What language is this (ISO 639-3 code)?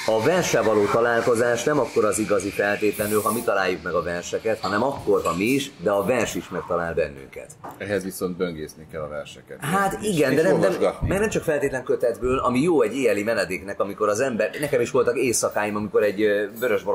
hun